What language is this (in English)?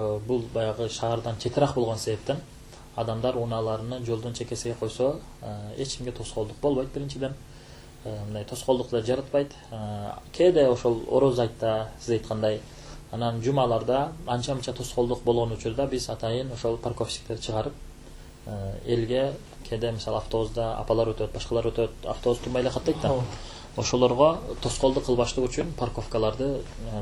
Kyrgyz